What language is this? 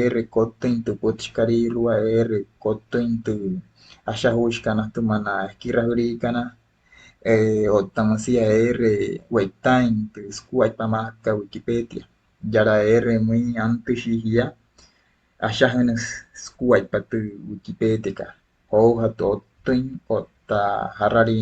Wayuu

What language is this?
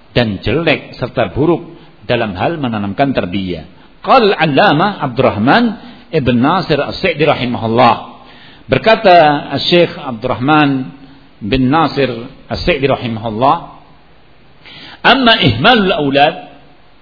Indonesian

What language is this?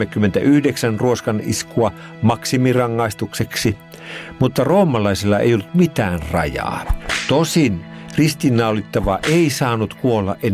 Finnish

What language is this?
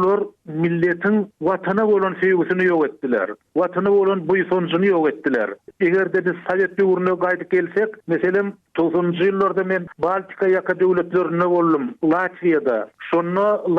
Turkmen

